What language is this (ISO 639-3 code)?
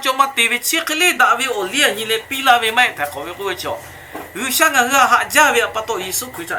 lhu